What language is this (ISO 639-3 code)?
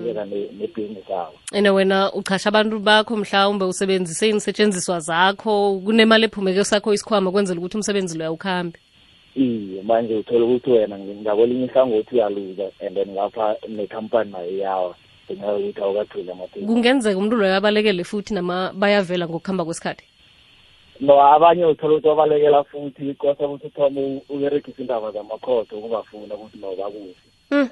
nbl